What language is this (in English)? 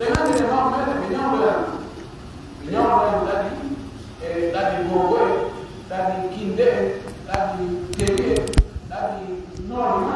Pular